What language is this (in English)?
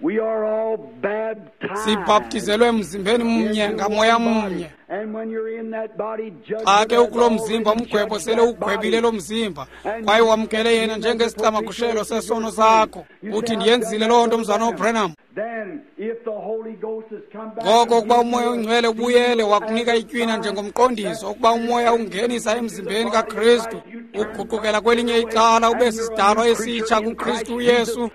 Xhosa